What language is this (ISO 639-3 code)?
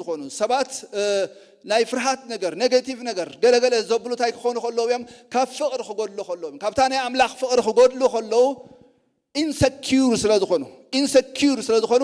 tir